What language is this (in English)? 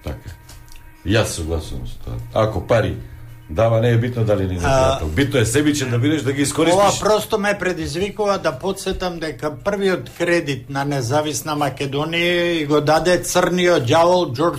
Macedonian